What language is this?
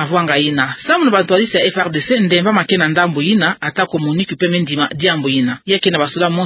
Kituba (Democratic Republic of Congo)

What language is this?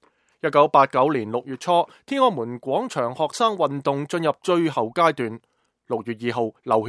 Cantonese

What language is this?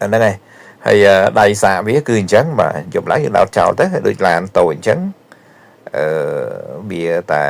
Khmer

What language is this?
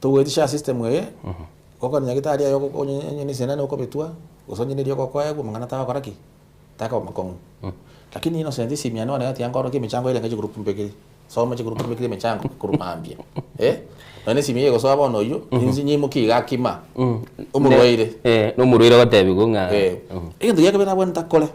Gusii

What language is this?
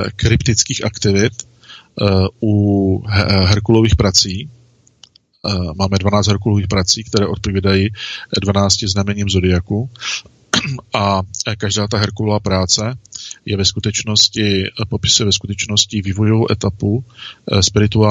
Czech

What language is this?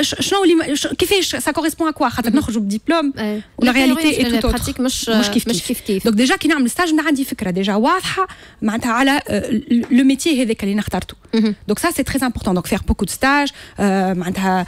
Tunisian Arabic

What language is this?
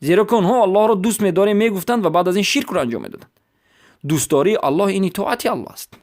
Persian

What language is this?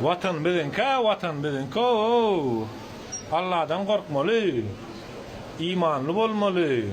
Turkmen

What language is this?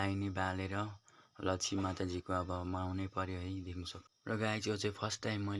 Nepali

